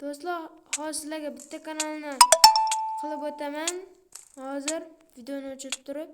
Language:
Uzbek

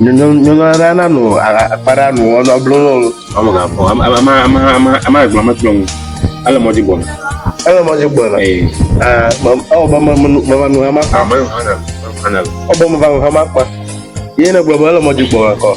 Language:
Ewe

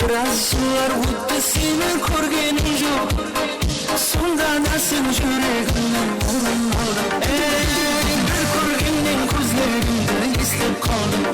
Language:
Kara-Kalpak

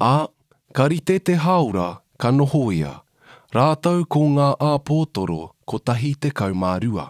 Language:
Māori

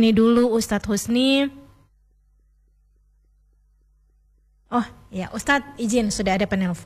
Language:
Indonesian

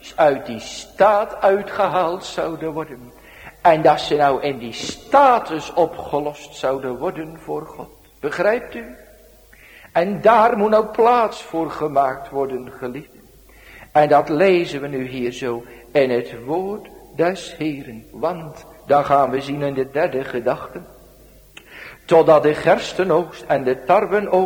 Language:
Dutch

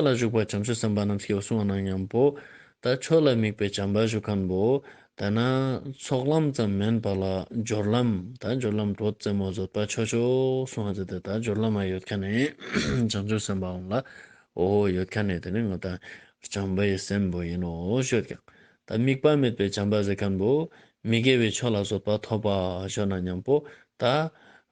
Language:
Ladakhi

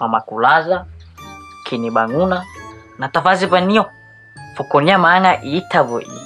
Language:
Nias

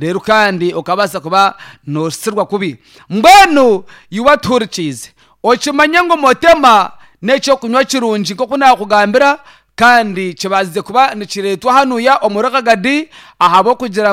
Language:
Nyankole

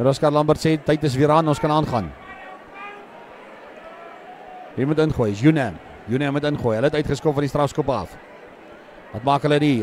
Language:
Afrikaans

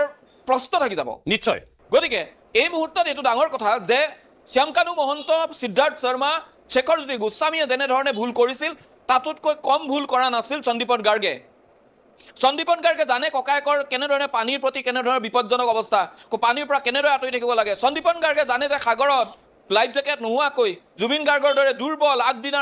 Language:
Assamese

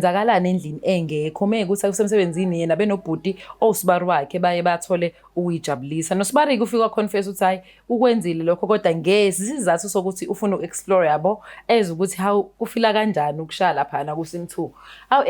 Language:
Zulu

